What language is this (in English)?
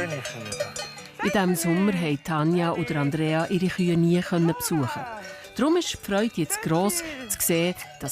Swiss German